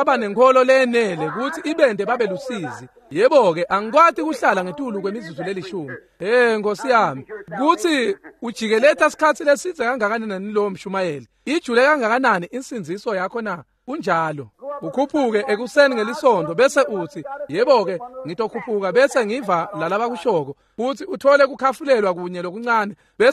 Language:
Swati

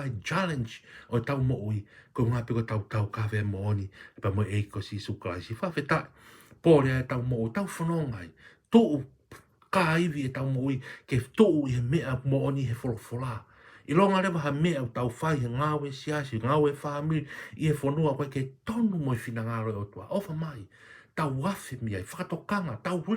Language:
Tongan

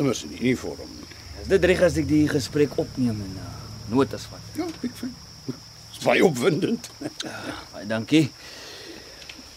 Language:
Afrikaans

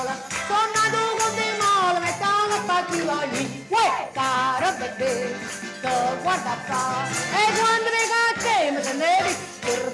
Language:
Neapolitan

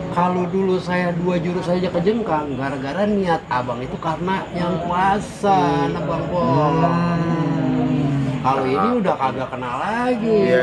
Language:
Betawi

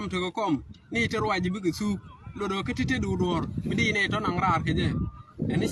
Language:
Nuer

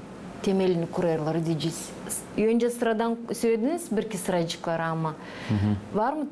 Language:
Gagauz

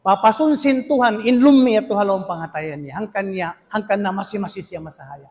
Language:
Tausug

